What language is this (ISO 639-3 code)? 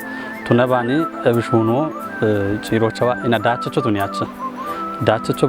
kbr